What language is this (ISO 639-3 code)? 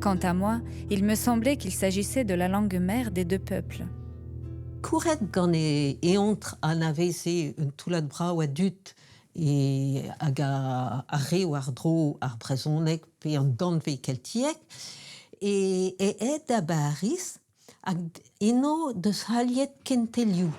bre